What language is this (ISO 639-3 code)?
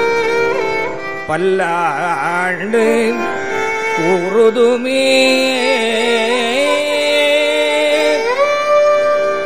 tam